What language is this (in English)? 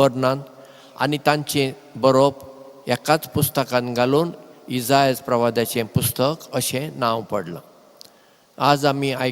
Konkani